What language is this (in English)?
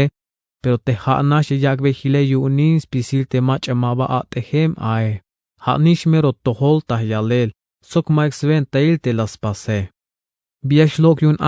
Tzeltal